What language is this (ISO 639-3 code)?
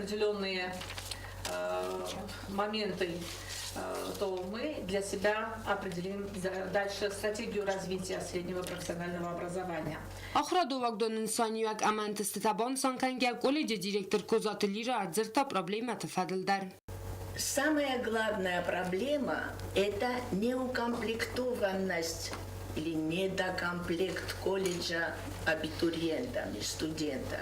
oss